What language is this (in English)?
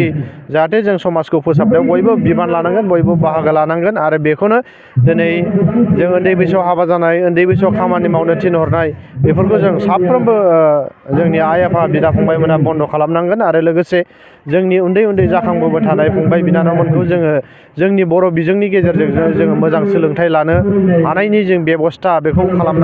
Bodo